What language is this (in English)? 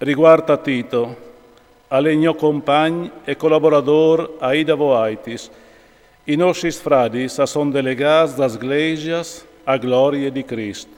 Friulian